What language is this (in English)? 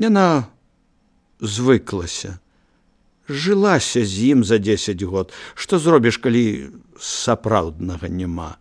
Belarusian